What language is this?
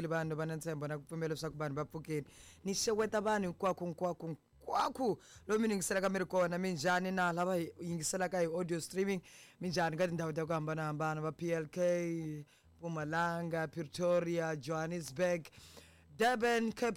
Tsonga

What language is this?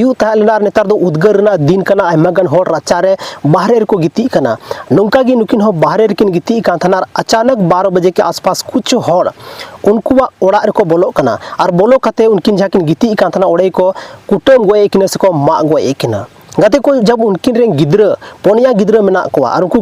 Santali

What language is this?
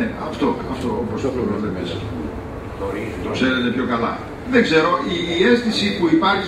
Greek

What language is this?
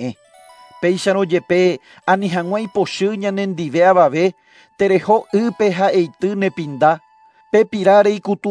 Guarani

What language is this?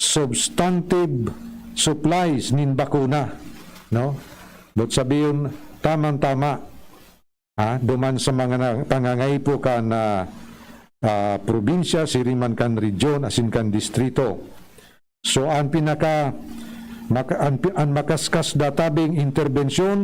Bikol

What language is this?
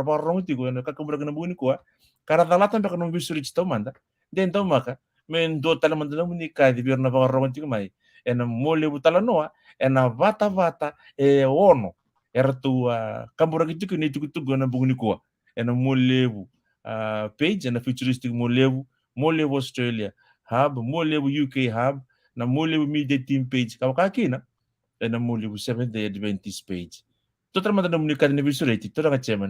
Fijian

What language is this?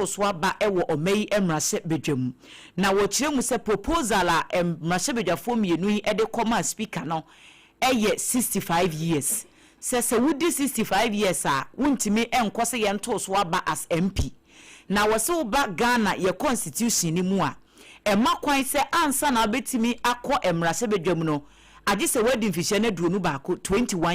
Akan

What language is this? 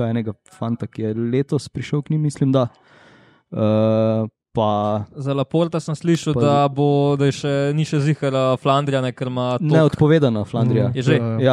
Slovenian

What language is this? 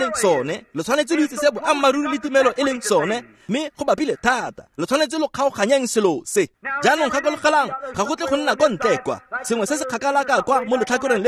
Tswana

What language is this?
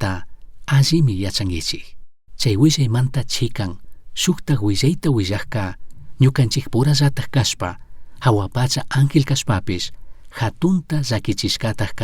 Chimborazo Highland Quichua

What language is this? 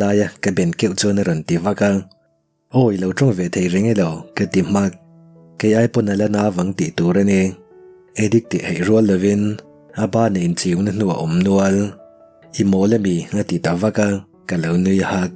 Mizo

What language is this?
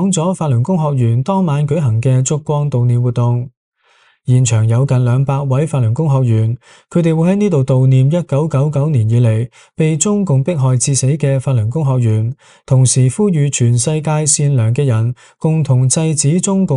Cantonese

